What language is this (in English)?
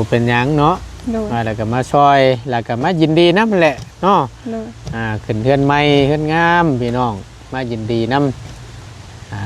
Northeastern Thai